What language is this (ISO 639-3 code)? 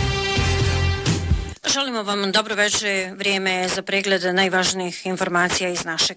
bos